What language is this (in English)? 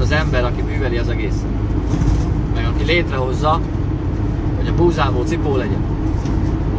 Hungarian